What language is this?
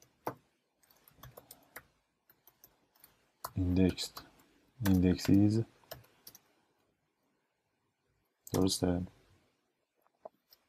Persian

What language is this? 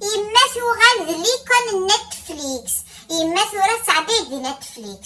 Kabyle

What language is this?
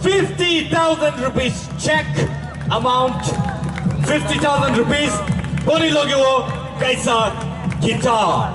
Kok Borok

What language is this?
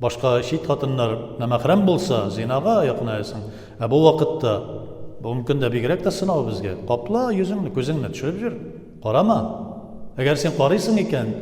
Tatar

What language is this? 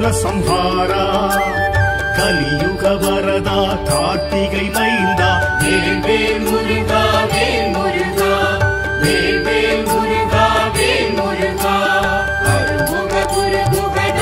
Tamil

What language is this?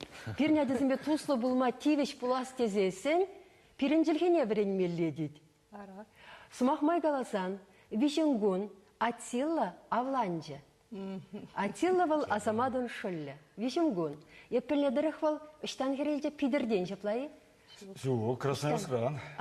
Chuvash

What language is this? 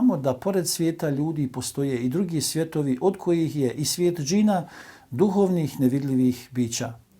Bosnian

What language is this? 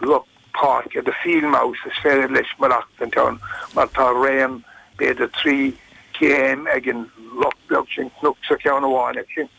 Irish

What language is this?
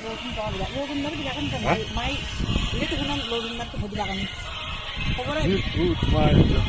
Yakut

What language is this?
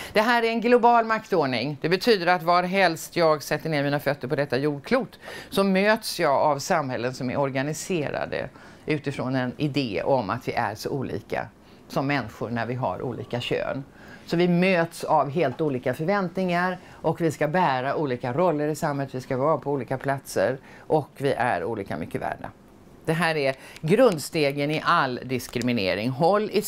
Swedish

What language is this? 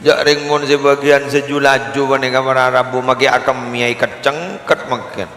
Madurese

